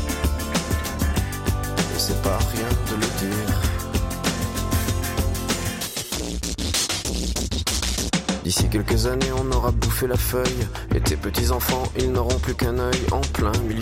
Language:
French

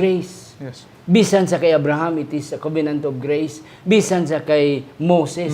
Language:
Hiligaynon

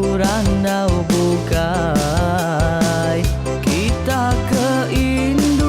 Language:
Iban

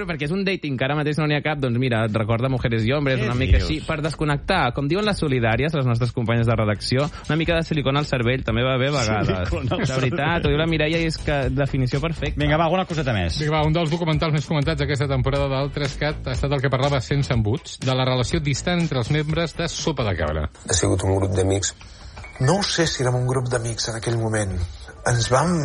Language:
Catalan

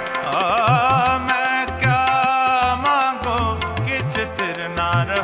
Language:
Punjabi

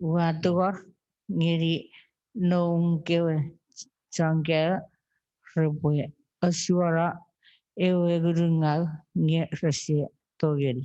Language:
Chuukese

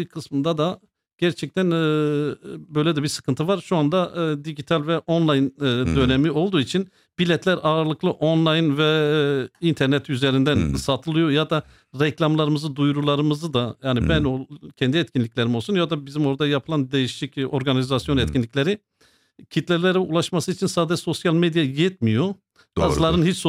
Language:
Turkish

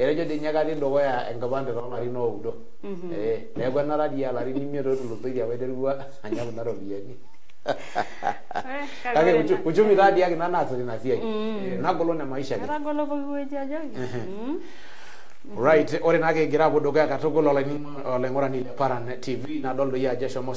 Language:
Masai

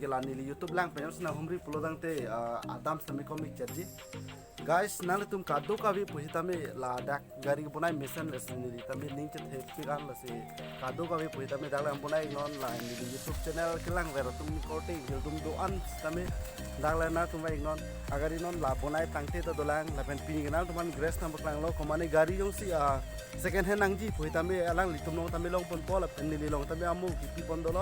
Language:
Karbi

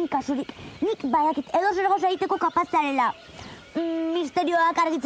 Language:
Basque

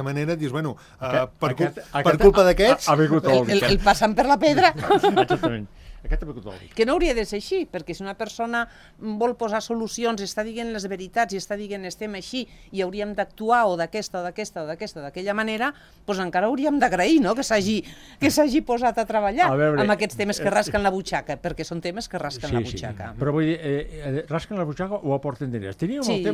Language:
Catalan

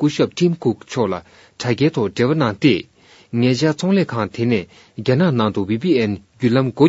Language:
Tibetan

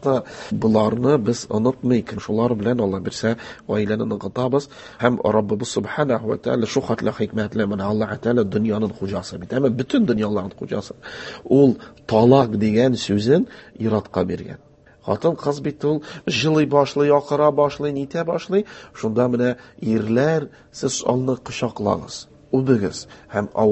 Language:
Tatar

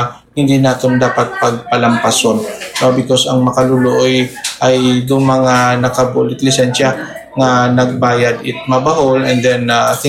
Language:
Hiligaynon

